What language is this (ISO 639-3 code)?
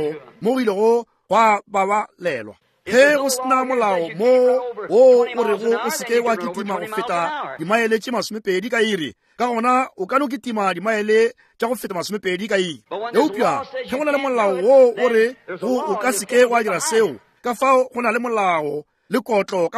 nso